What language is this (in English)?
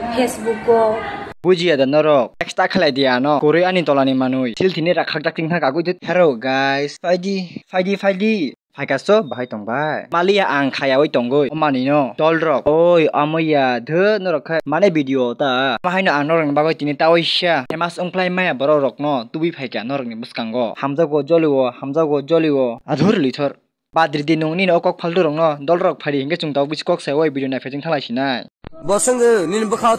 Kok Borok